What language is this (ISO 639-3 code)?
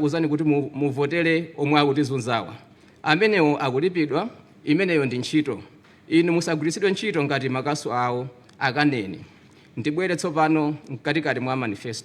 nya